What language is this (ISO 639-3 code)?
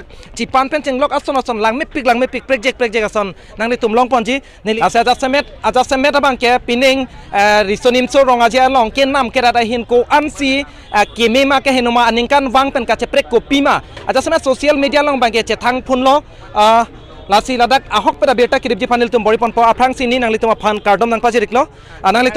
mjw